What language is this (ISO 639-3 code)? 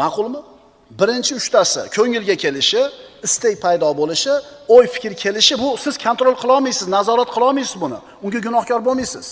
uzb